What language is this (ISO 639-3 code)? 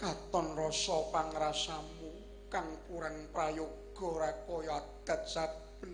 jav